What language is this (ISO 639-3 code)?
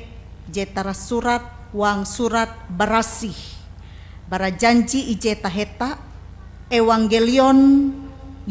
nij